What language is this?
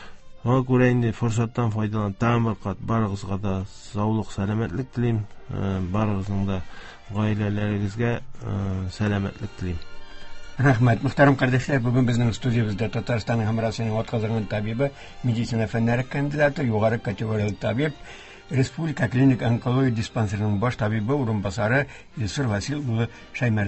Tatar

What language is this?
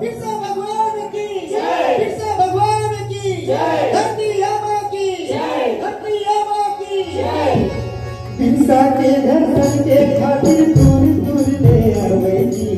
Chhattisgarhi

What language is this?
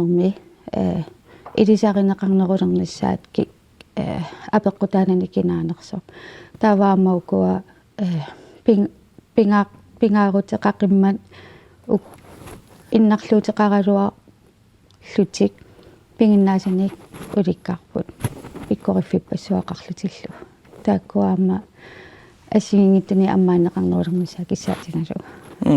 Kalaallisut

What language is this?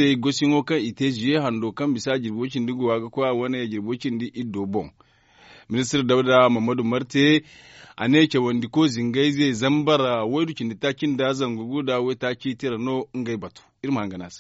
Zarma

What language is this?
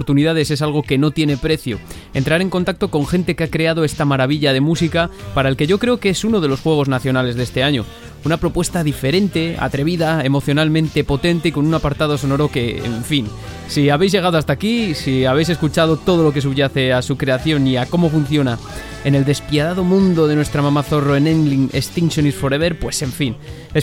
Spanish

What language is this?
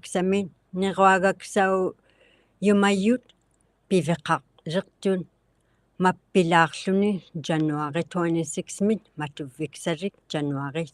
Inuktitut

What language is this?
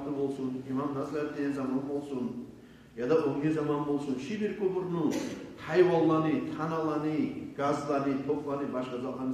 Kumyk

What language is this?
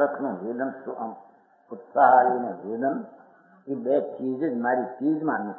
Gujarati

